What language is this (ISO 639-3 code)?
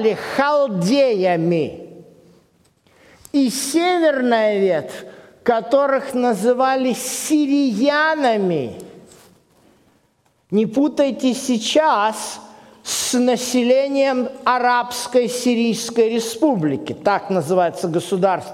rus